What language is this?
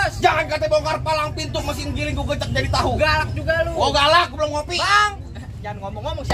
Betawi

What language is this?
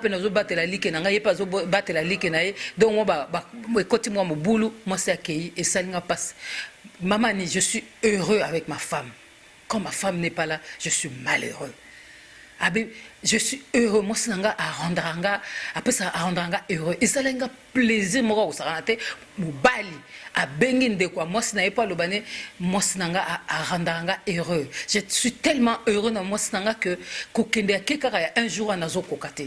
Lingala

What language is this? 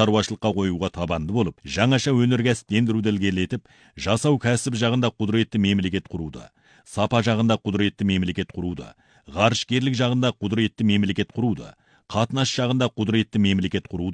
Kazakh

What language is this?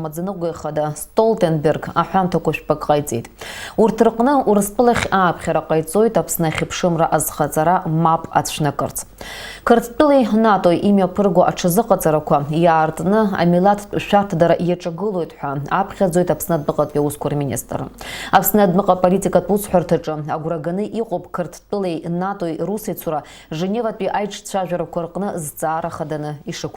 Abkhazian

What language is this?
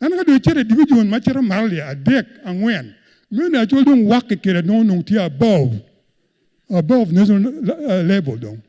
Acoli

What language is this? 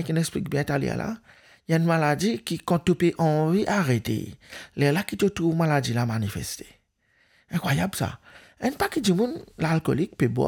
Morisyen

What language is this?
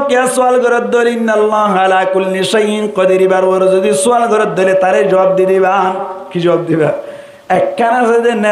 Rohingya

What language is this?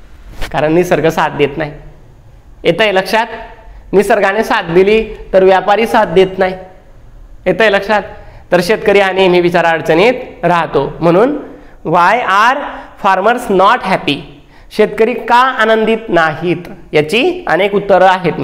Marathi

